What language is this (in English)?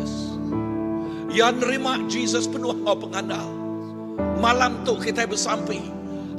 Iban